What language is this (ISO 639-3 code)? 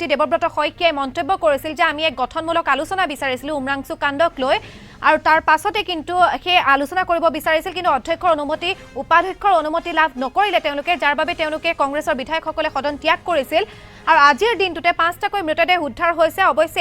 asm